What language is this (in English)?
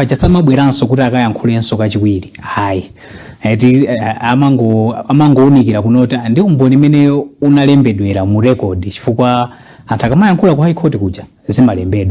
Nyanja